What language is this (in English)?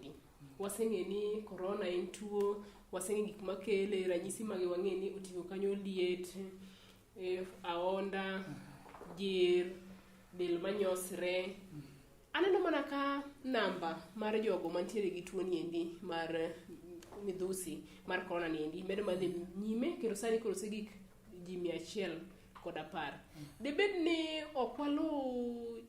Luo (Kenya and Tanzania)